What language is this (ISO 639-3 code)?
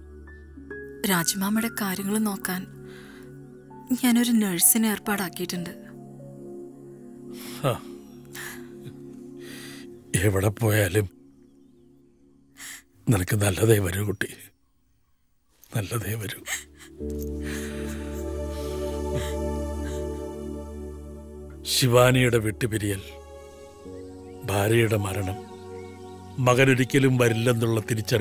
mal